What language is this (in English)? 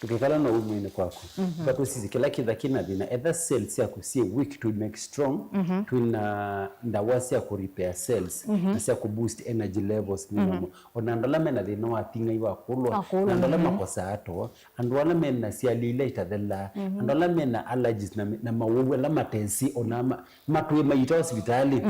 Kamba